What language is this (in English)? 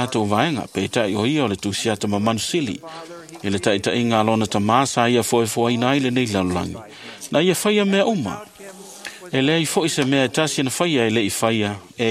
Samoan